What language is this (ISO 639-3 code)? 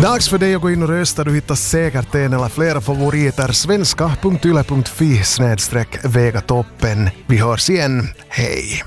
swe